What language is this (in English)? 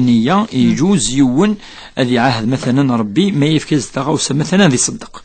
Kabyle